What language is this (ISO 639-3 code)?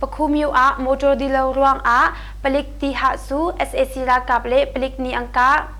cnh